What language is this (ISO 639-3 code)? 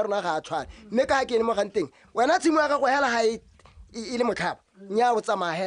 tsn